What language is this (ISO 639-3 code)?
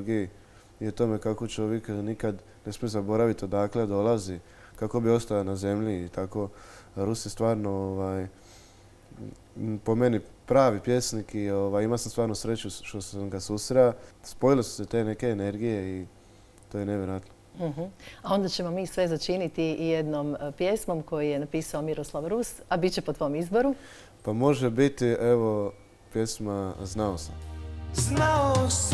hrv